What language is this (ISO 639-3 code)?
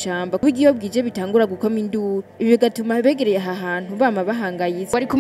run